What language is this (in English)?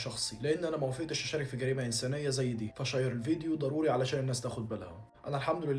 Egyptian Arabic